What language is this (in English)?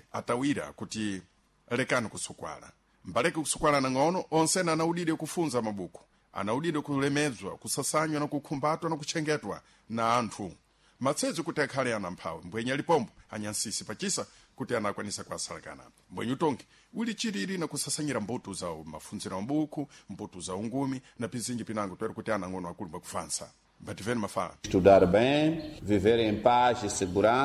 Sena